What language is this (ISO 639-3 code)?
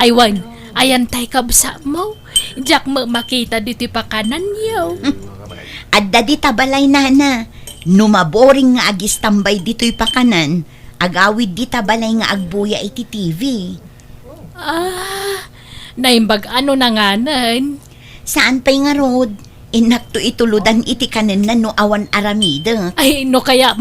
ilo